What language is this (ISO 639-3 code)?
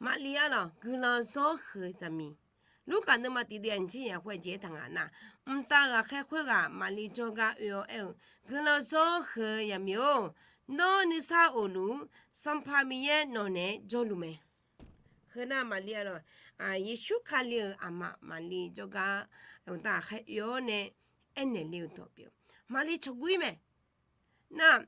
ahk